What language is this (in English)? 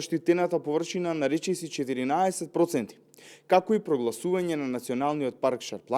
Macedonian